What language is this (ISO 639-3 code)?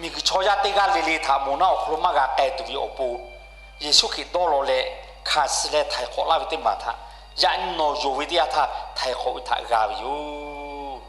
lhu